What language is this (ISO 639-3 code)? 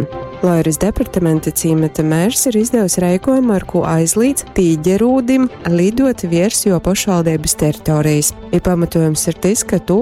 ltg